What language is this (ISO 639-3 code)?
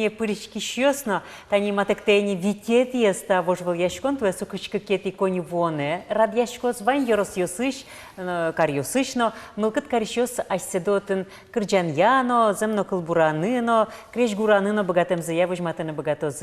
udm